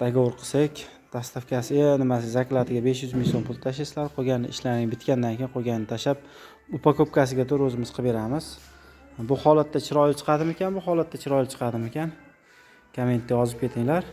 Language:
Uzbek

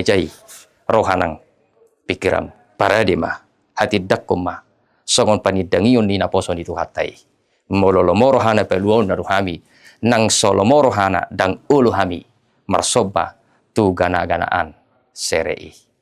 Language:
Batak Toba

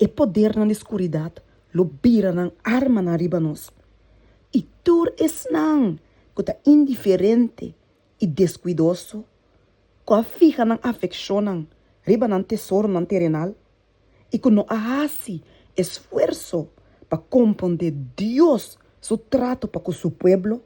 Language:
Papiamento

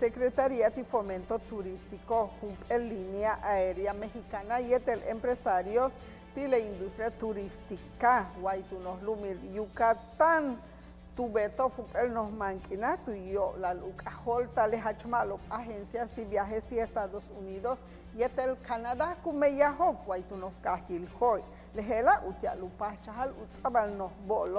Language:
Yucateco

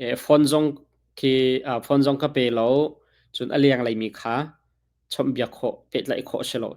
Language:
Hakha Chin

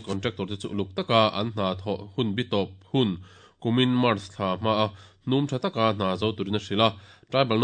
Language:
Mizo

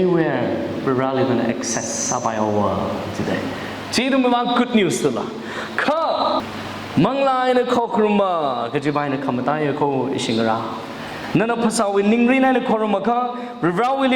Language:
Tangkhul Naga (India)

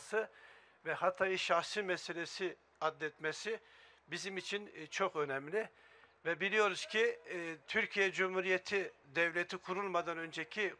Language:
Turkish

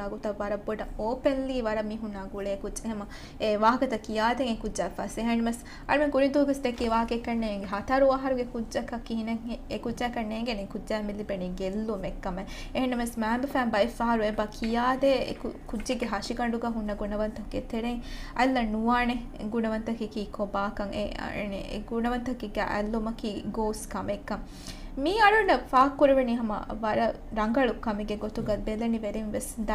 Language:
Divehi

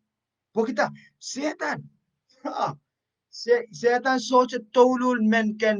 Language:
Pohnpeian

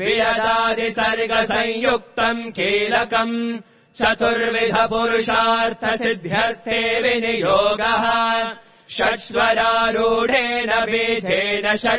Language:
Sanskrit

